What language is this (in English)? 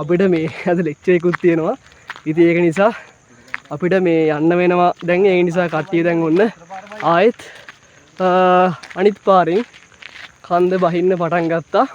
Sinhala